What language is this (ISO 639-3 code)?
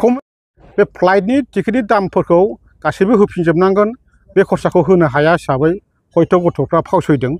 brx